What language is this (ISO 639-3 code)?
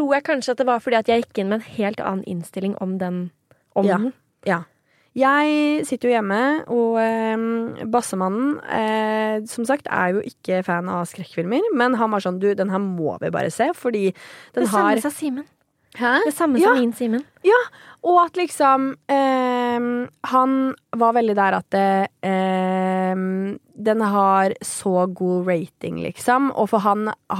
nor